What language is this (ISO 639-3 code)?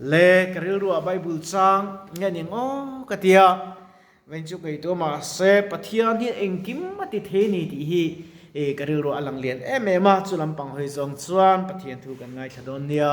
lus